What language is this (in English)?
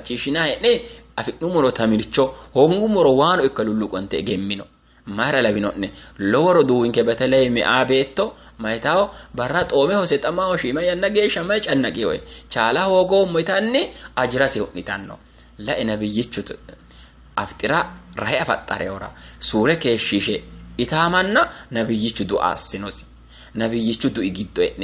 Sidamo